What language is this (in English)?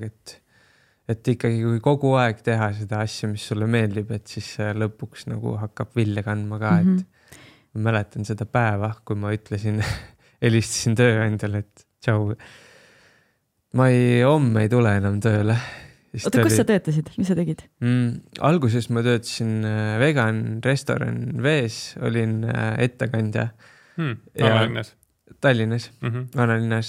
Estonian